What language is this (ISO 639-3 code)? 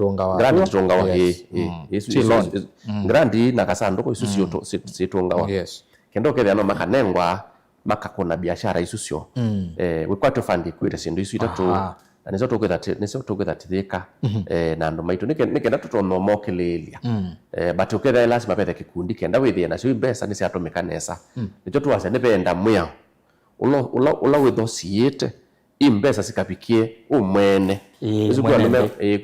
kam